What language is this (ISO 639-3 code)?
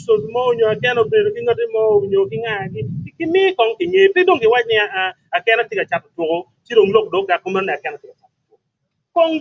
ach